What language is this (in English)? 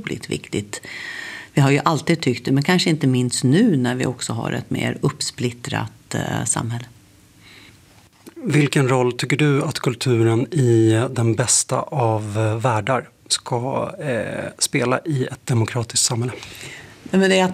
Swedish